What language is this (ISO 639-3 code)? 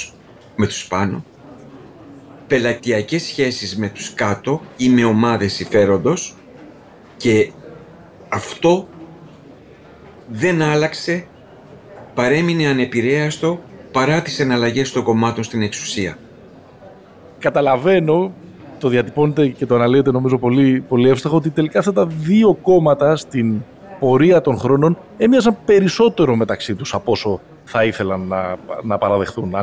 ell